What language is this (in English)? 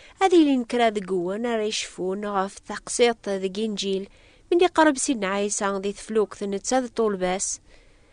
Kabyle